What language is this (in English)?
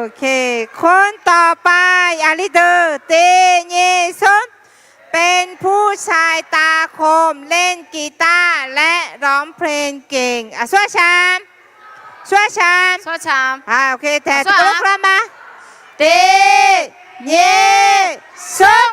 Akha